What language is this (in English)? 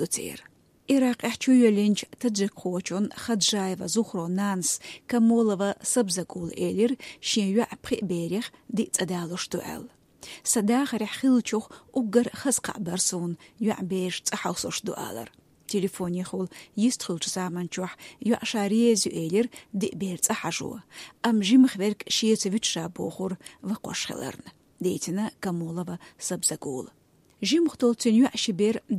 Chechen